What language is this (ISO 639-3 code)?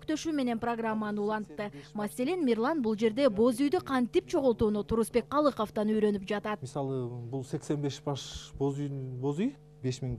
kir